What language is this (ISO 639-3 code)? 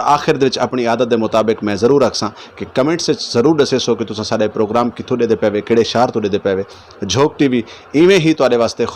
skr